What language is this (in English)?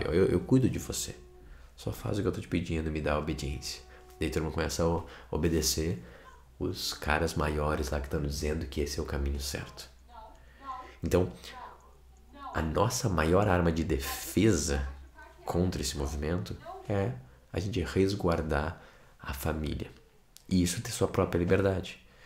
Portuguese